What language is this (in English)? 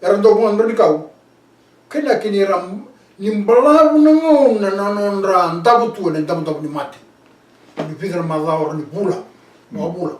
Fijian